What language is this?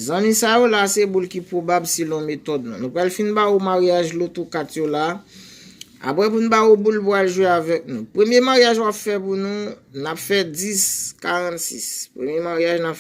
Haitian Creole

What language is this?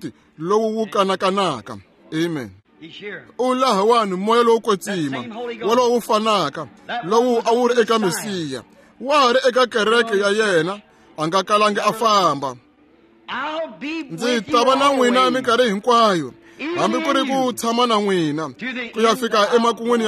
Tsonga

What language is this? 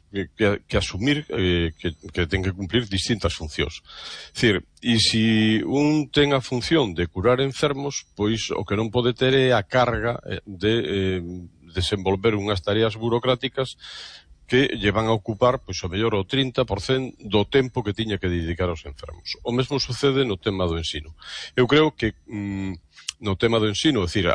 Galician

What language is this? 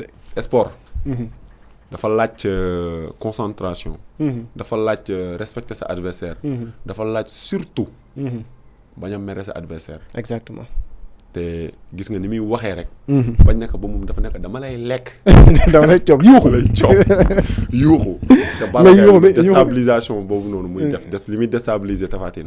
Wolof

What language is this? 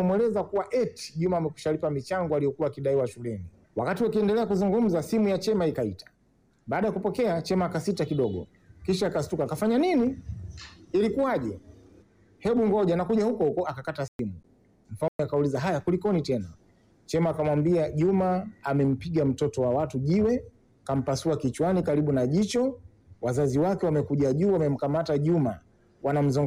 Swahili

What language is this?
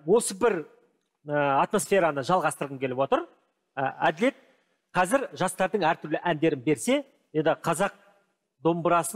Kazakh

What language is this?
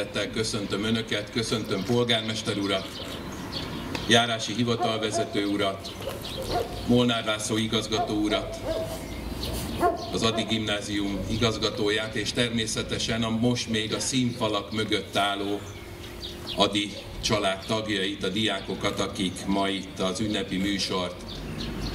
Hungarian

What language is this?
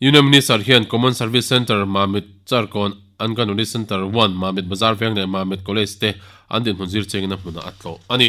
Mizo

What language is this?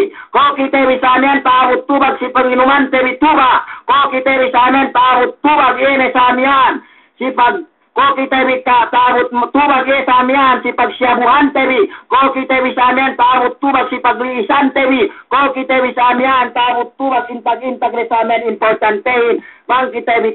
Yakan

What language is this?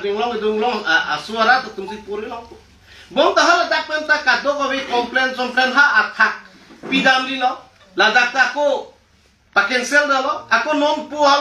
Karbi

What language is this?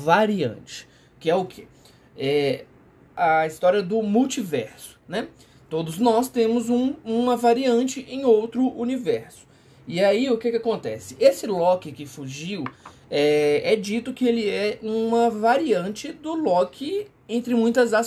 Portuguese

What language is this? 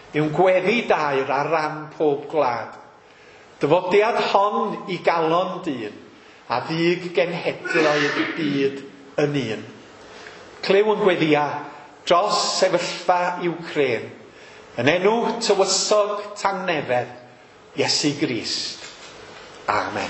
Welsh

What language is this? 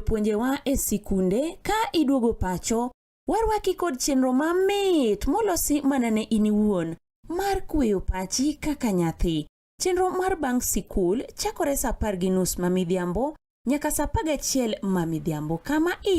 Luo (Kenya and Tanzania)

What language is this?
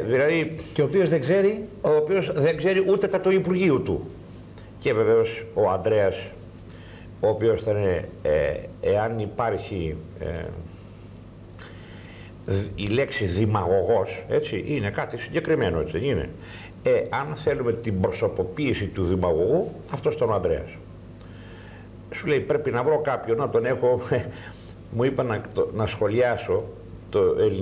Greek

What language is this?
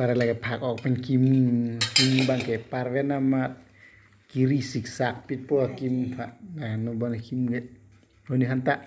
Karbi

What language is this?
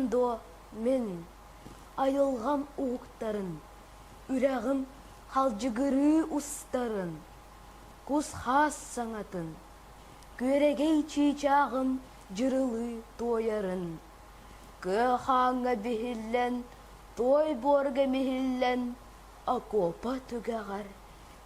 Yakut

